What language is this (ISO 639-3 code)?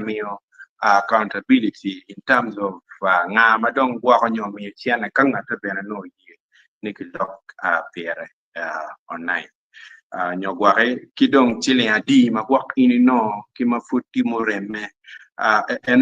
ach